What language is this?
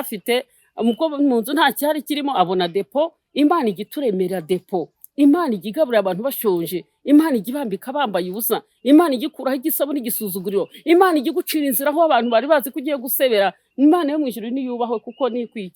Kinyarwanda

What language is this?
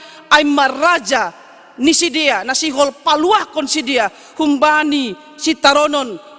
Batak Simalungun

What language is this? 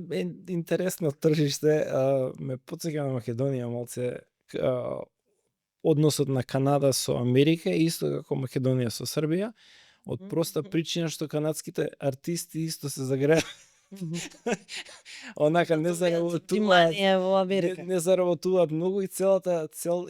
Macedonian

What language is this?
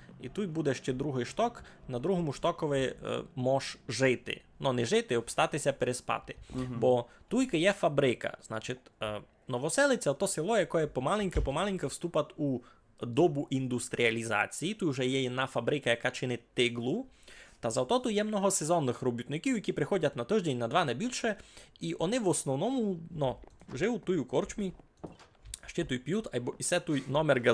Rusyn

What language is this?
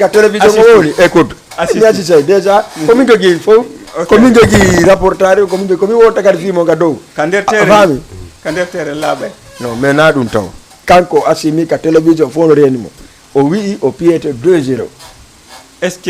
Fula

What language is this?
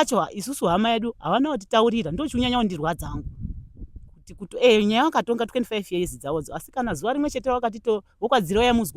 Shona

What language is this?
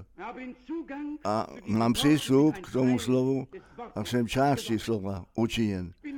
Czech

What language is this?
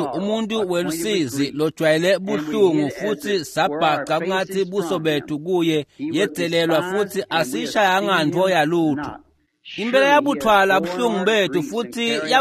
Swati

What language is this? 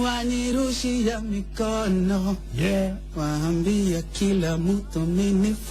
Kikuyu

